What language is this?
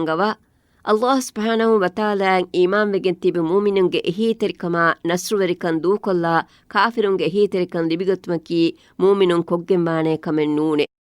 Divehi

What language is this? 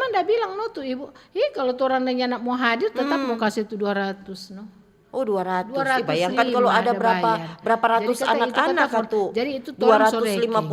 Manado Malay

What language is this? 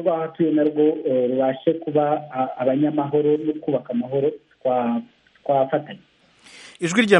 Kinyarwanda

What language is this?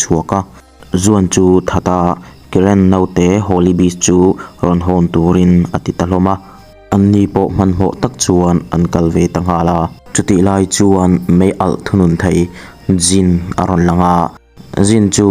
Mizo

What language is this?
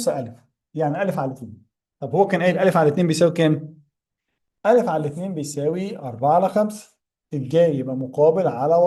Egyptian Arabic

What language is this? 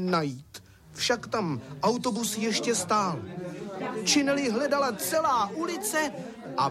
Czech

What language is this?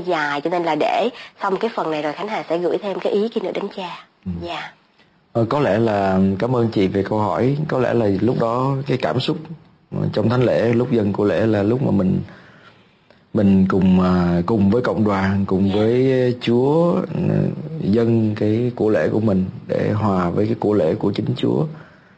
Vietnamese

